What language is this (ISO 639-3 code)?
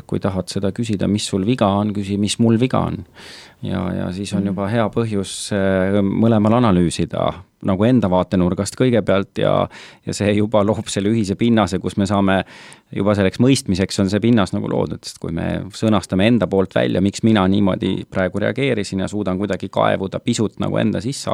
est